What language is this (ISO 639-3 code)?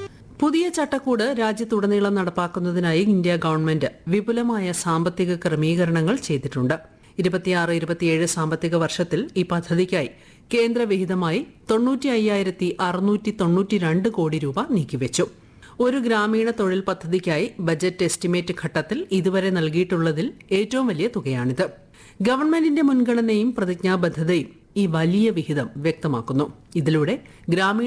mal